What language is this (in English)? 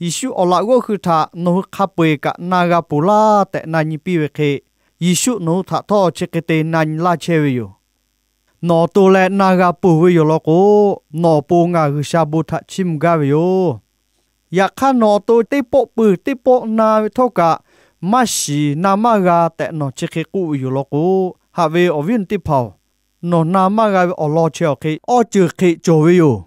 Lahu